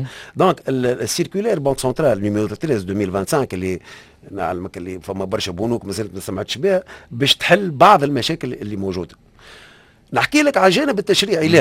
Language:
Tunisian Arabic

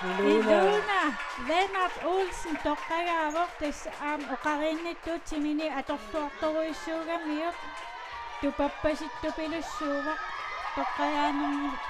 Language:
Kalaallisut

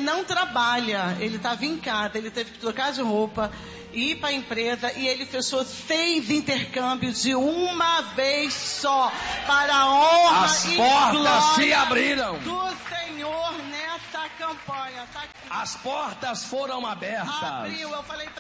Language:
Portuguese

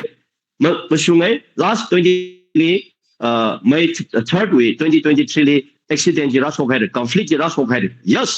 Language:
Tangkhul Naga (India)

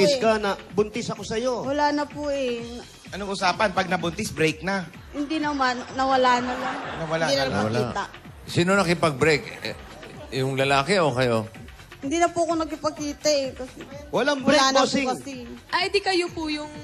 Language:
Filipino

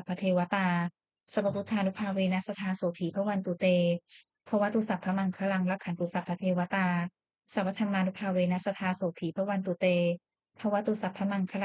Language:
Pali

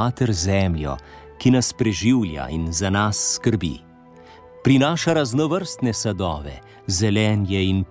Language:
Slovenian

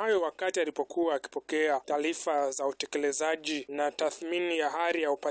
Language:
Swahili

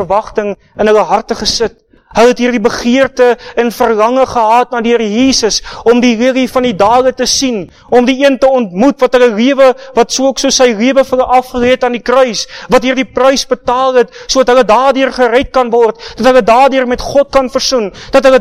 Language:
Afrikaans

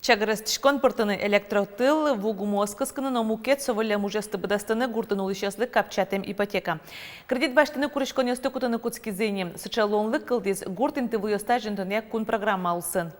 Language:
Udmurt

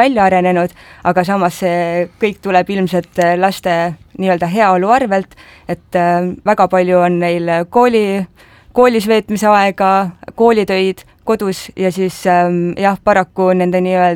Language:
Estonian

